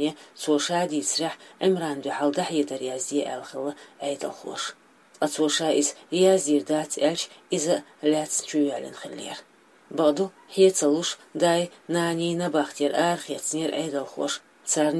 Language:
Chechen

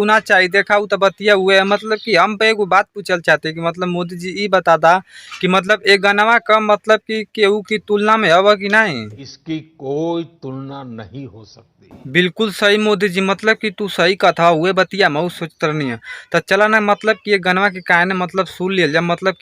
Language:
Bhojpuri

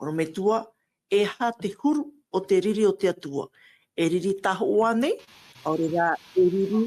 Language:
Tahitian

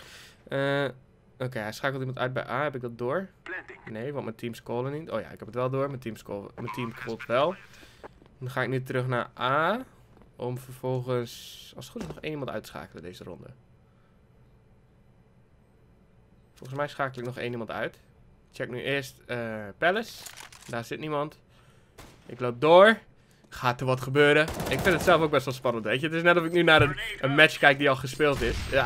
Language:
Dutch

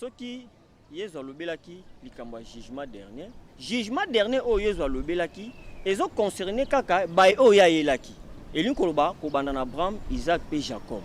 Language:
Lingala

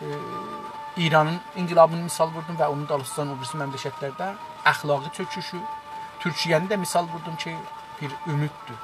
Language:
South Azerbaijani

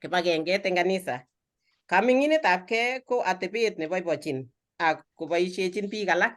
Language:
Kalenjin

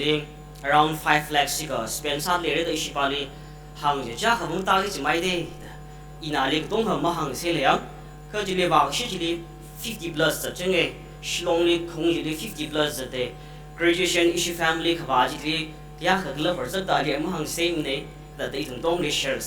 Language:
Tangkhul Naga (India)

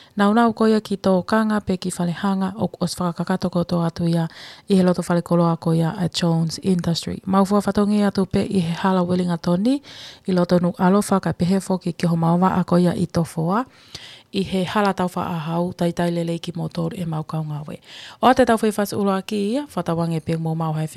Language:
Tongan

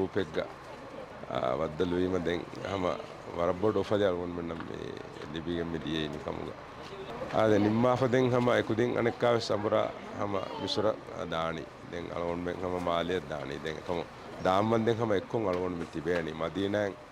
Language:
Divehi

